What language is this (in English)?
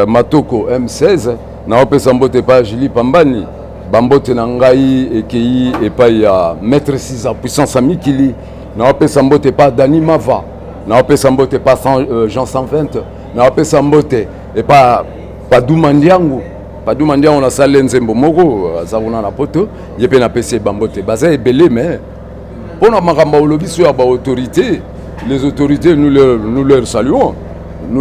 Lingala